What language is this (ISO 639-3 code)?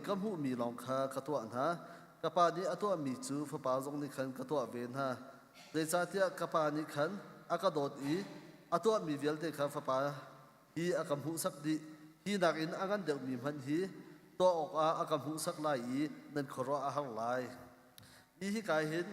cnh